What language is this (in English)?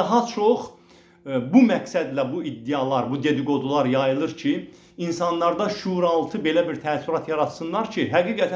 Azerbaijani